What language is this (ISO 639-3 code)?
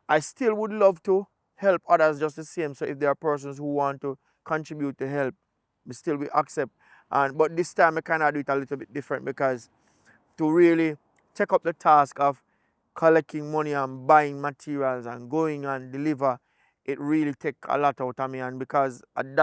jam